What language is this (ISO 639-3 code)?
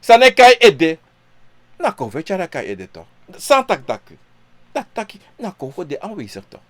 srn